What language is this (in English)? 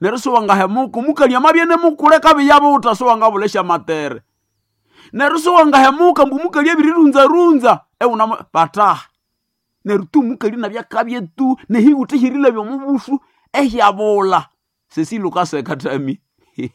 Nande